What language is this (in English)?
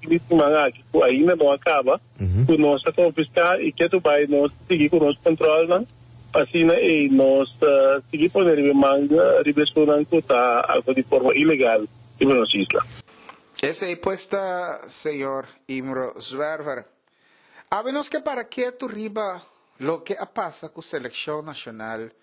Papiamento